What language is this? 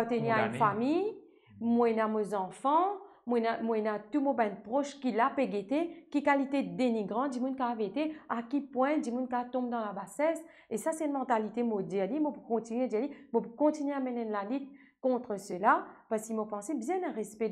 Morisyen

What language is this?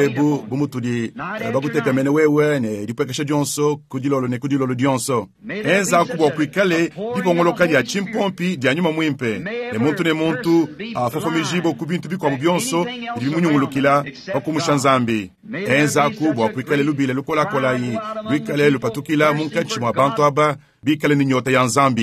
Luba-Lulua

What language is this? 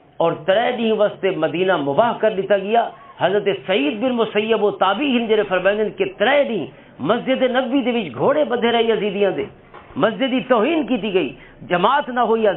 Western Panjabi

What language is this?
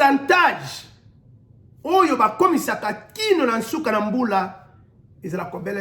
Lingala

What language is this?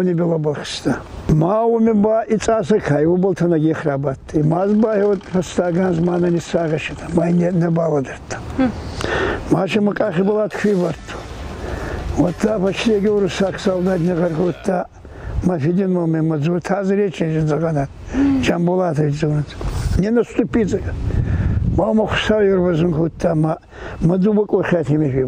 Ossetic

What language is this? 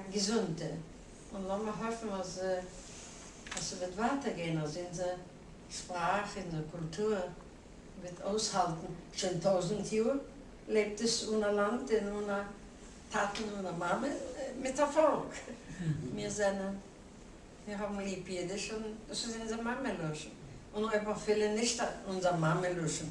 Yiddish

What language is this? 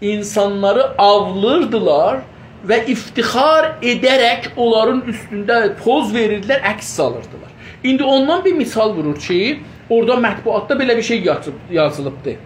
South Azerbaijani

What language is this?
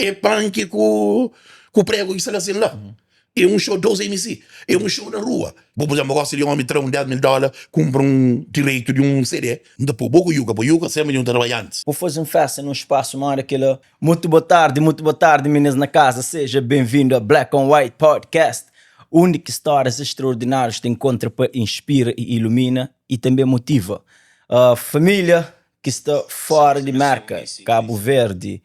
Kabuverdianu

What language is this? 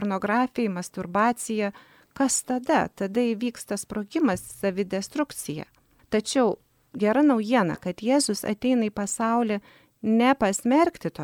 Lithuanian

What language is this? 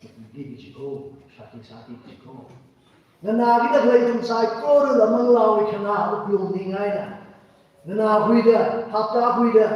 Tangkhul Naga (India)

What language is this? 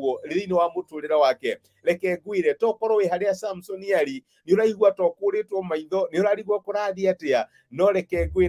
Kikuyu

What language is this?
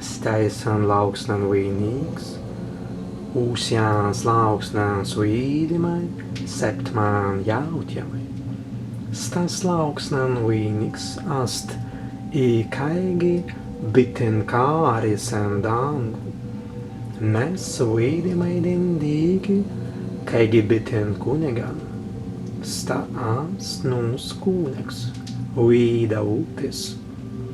Prussian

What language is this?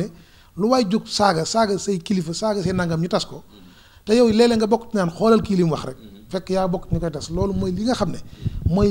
Wolof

